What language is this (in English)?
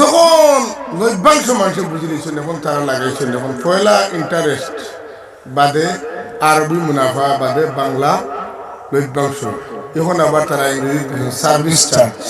Sylheti